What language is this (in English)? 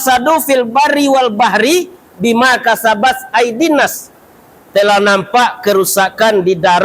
Minangkabau